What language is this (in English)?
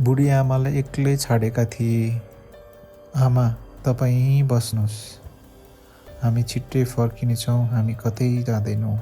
Nepali